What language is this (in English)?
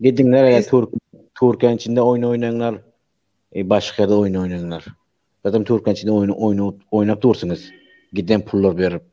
Turkmen